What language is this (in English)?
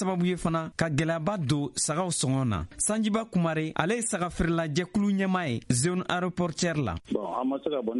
Bambara